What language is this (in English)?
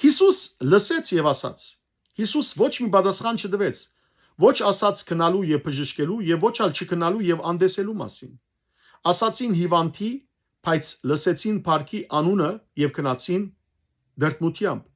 Western Armenian